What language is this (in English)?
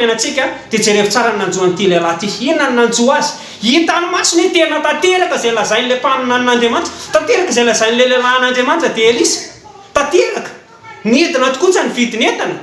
Malagasy